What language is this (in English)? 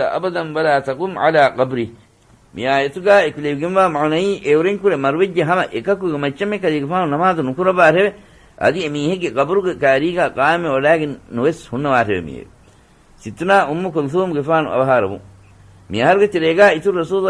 Divehi